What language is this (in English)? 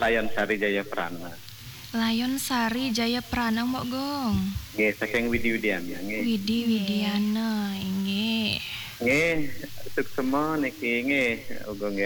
Balinese